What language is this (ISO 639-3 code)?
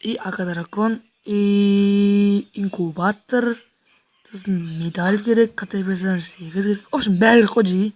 kaz